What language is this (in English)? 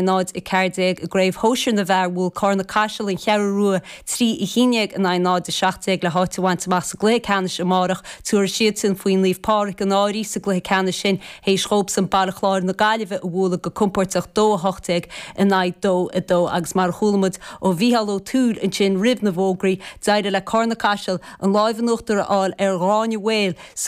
Irish